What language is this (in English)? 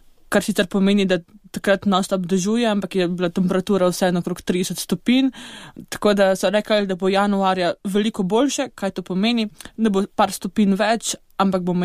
Slovenian